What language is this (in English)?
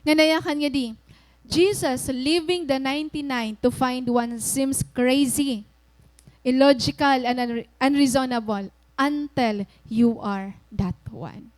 Waray